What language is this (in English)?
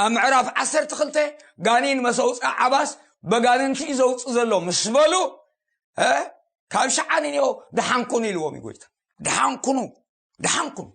Tigrinya